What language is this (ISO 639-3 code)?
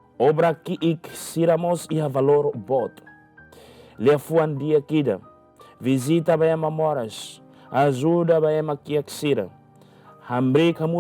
tet